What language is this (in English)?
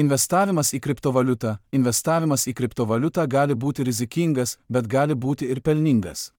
Lithuanian